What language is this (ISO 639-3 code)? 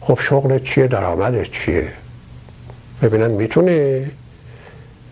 fas